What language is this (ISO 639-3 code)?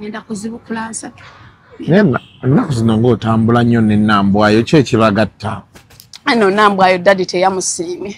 lug